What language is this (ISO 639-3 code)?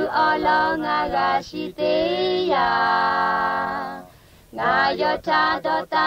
lhu